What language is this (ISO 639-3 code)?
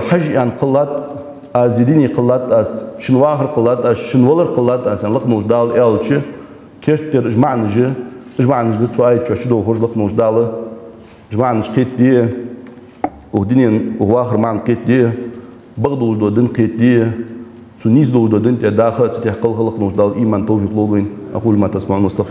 inh